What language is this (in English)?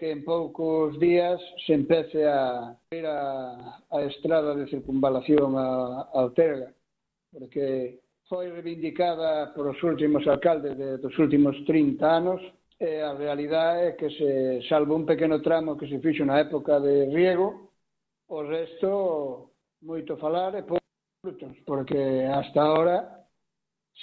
Galician